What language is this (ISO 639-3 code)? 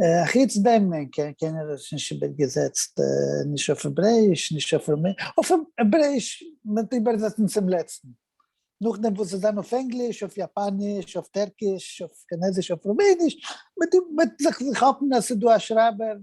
yid